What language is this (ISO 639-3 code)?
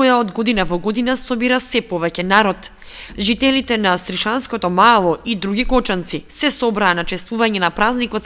mkd